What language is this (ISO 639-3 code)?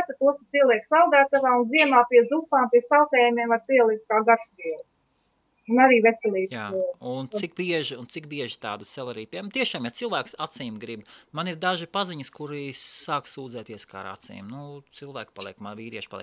lav